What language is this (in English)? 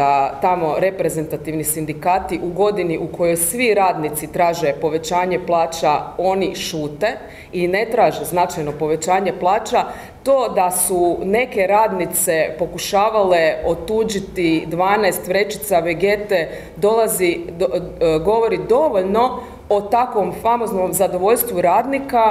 Croatian